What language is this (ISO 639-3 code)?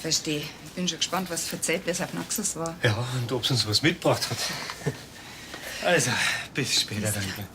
bar